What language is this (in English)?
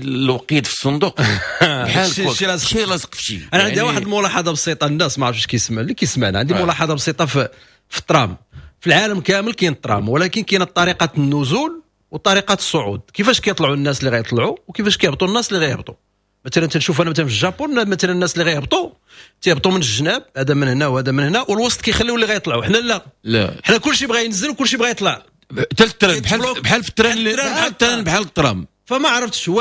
Moroccan Arabic